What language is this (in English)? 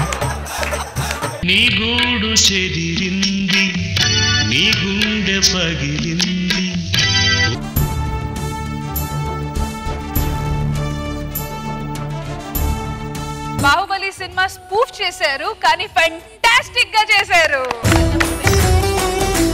Telugu